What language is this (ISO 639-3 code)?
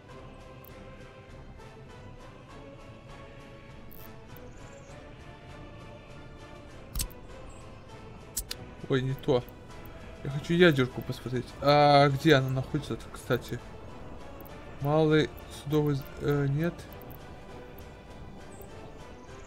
rus